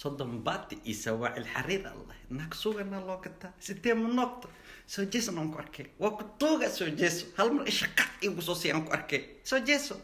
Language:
Somali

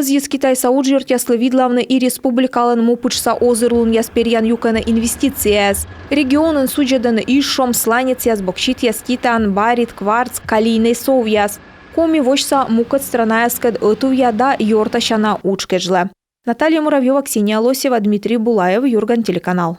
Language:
Komi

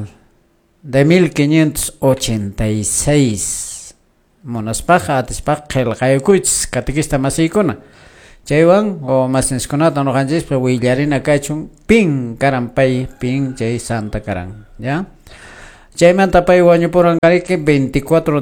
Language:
Quechua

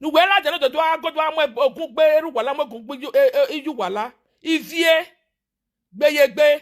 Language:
Nigerian Pidgin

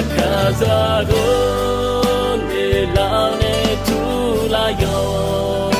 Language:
Akha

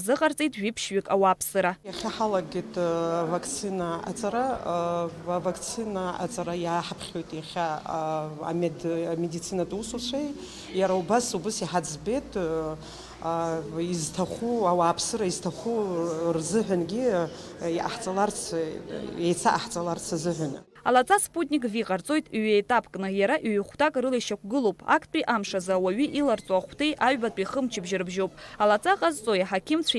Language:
Abkhazian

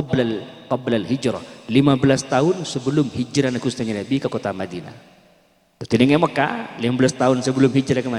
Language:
Madurese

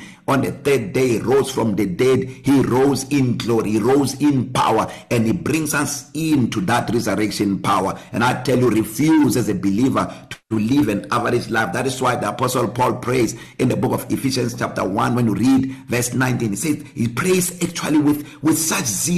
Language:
English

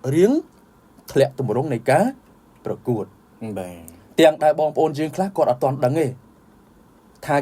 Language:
Khmer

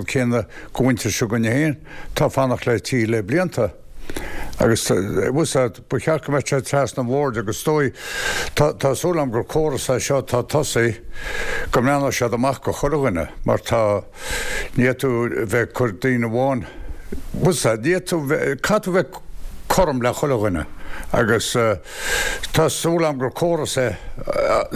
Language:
Irish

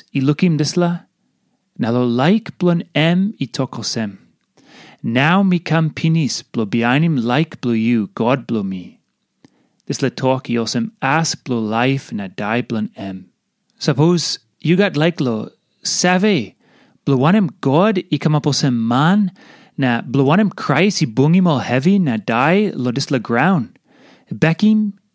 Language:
Tok Pisin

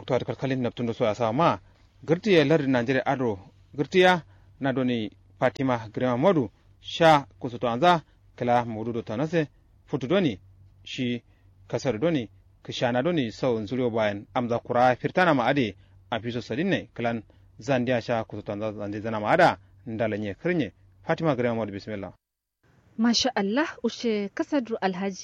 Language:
Kanuri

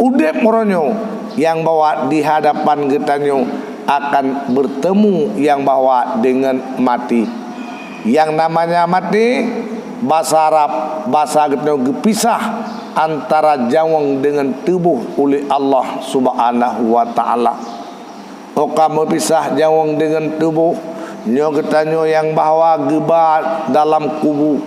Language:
Achinese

